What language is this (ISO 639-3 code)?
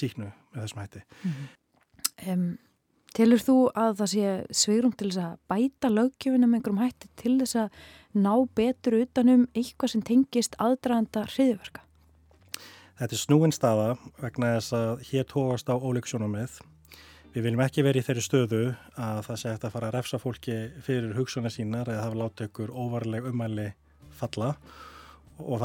isl